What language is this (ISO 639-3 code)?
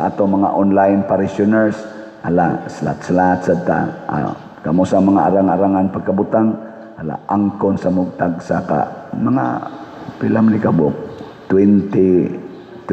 ceb